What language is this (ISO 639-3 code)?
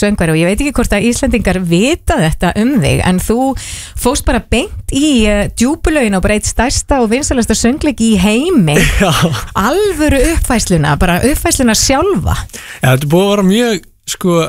isl